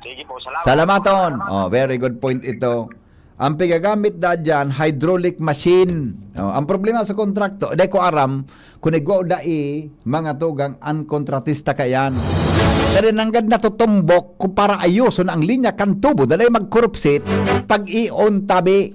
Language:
Bikol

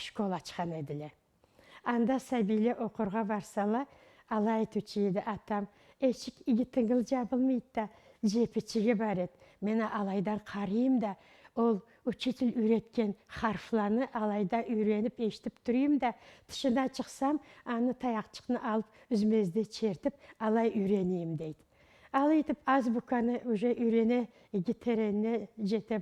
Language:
Karachay-Balkar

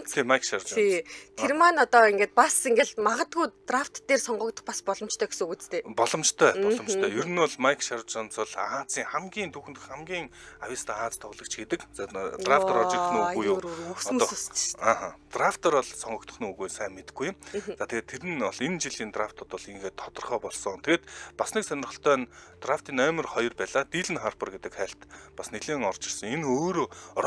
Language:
Mongolian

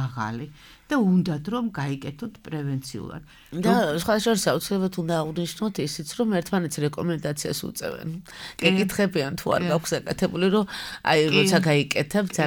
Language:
Georgian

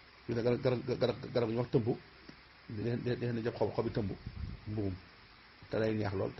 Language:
Wolof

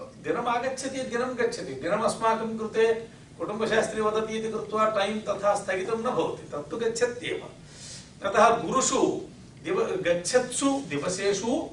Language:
Sanskrit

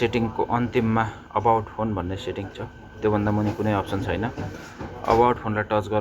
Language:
Nepali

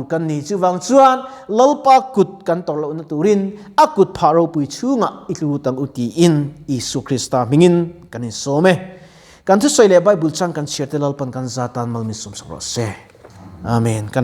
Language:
Mizo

